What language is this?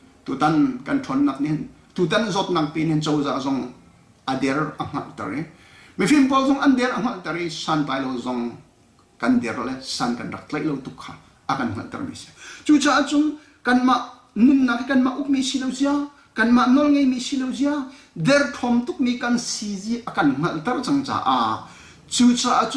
Hakha Chin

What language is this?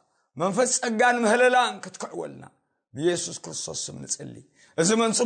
Tigrinya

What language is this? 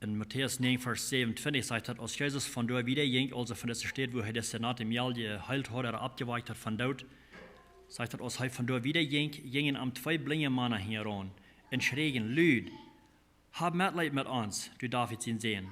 Plautdietsch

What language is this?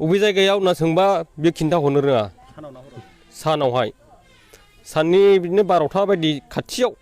Bodo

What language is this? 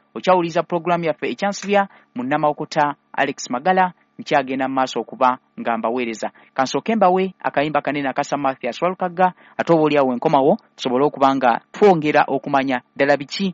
Ganda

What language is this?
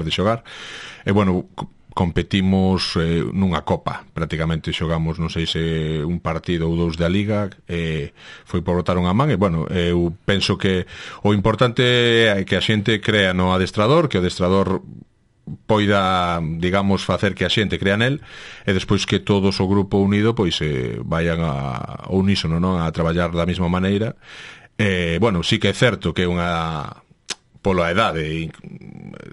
Galician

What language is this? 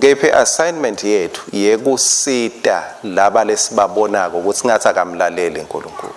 Swati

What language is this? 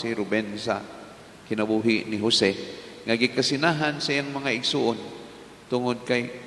Cebuano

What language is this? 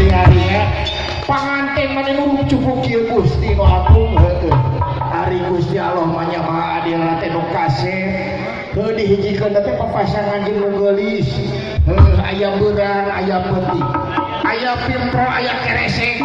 Sundanese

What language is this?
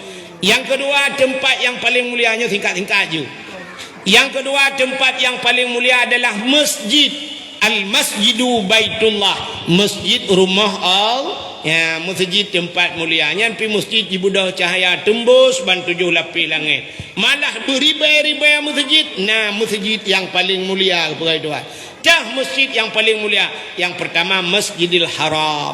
Achinese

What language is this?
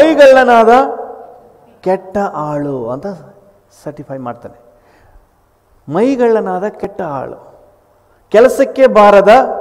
Kannada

